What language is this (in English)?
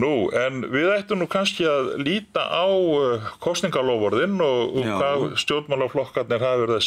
Icelandic